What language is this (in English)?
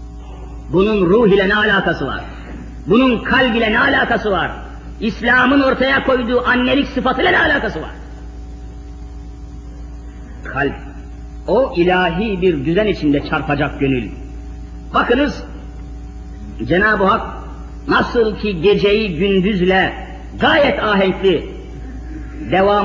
Turkish